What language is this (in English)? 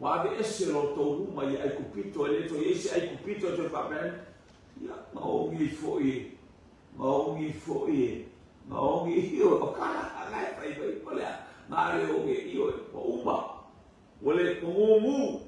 Samoan